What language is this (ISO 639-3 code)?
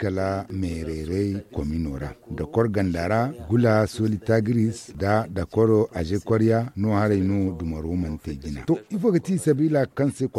dje